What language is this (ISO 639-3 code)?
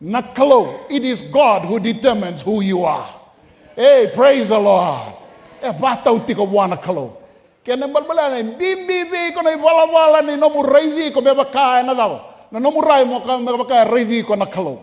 fij